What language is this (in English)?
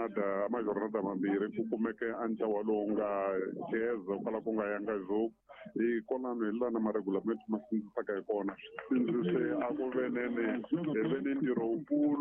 Tsonga